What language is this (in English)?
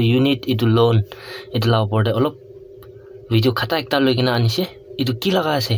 Naga Pidgin